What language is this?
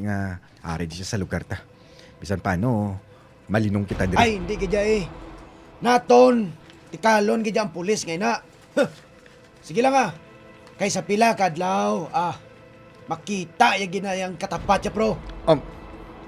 Hiligaynon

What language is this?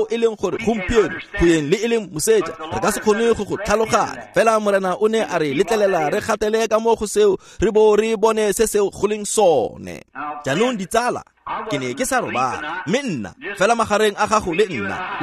Tswana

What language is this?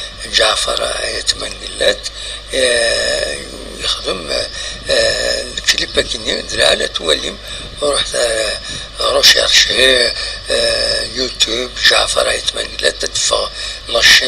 Kabyle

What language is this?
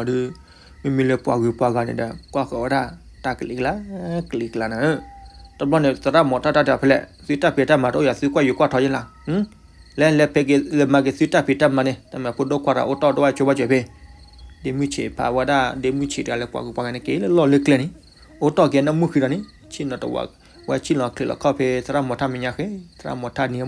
S'gaw Karen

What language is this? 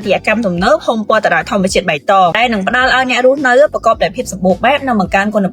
Khmer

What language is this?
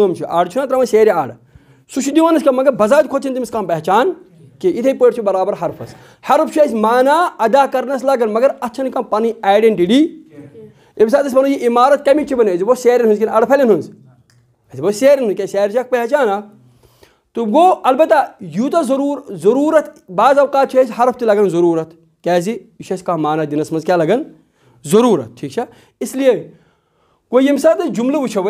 Kashmiri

